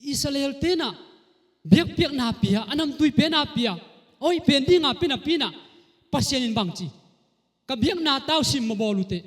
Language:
Tedim Chin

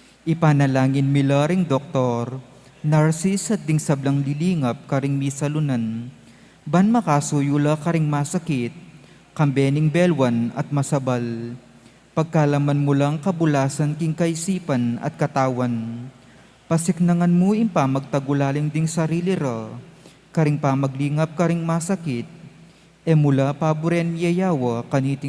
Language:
Pampanga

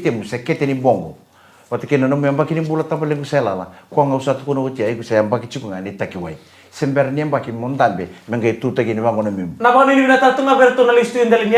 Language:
Fijian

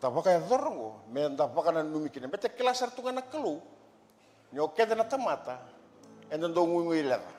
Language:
Fijian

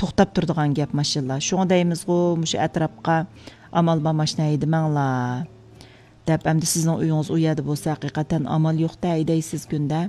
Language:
Uyghur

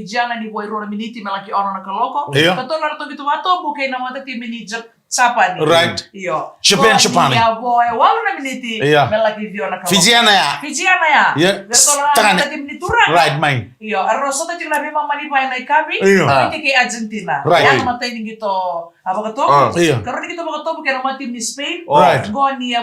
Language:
Fijian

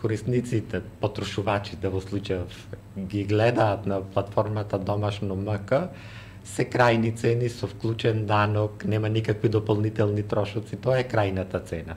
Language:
Macedonian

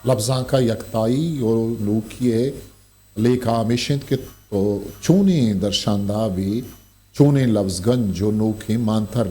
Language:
Eastern Balochi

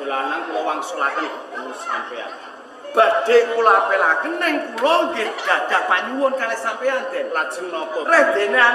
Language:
Javanese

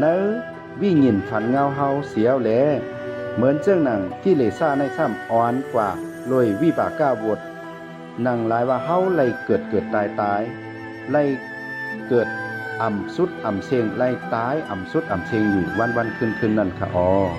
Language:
Shan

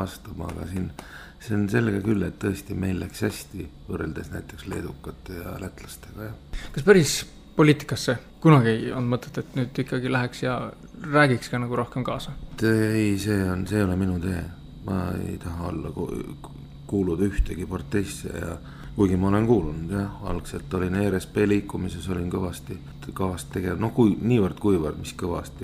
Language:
Estonian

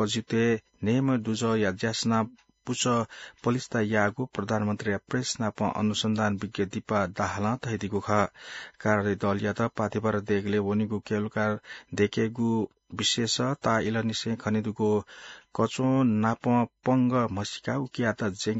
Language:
Newari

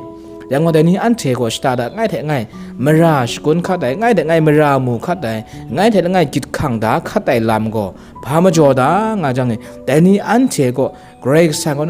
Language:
Kachin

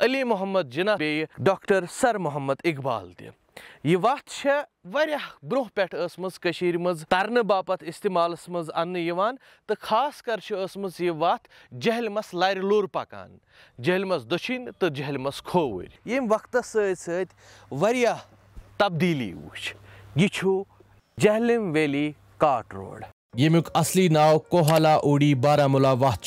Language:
Kashmiri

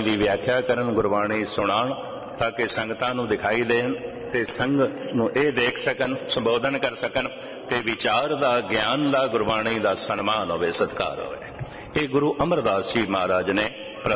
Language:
Punjabi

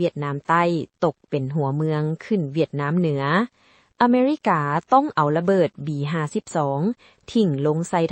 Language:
Lao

